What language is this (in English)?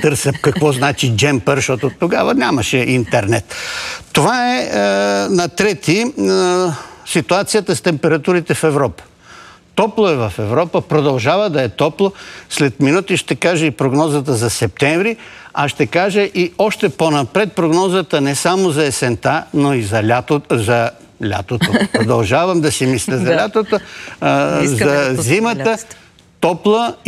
Bulgarian